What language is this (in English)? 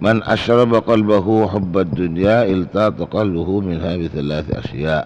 Madurese